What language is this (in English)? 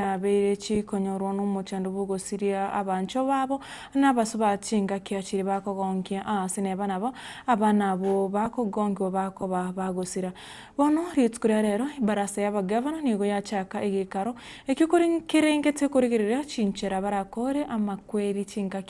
Gusii